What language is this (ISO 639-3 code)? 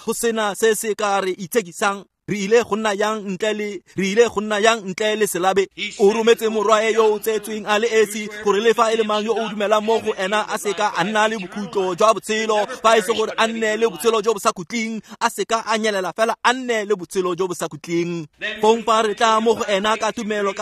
tsn